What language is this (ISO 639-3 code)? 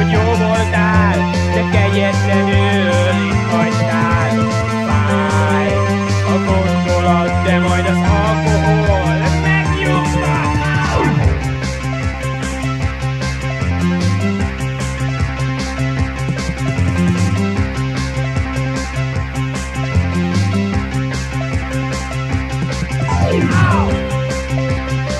hun